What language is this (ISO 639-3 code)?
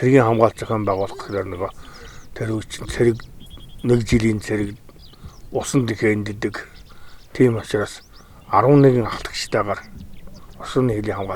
mon